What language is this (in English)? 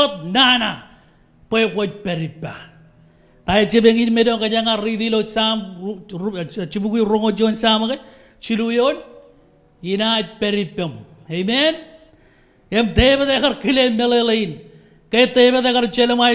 Marshallese